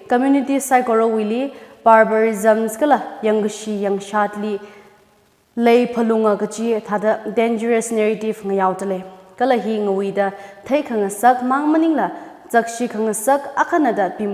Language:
Tangkhul Naga (India)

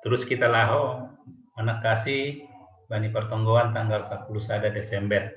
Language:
Batak Simalungun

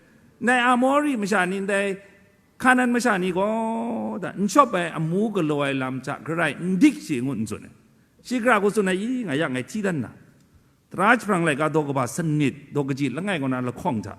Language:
Kachin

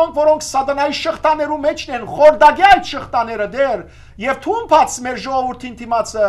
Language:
Western Armenian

